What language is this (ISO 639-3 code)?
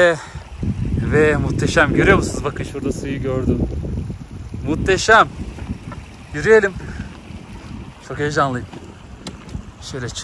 tur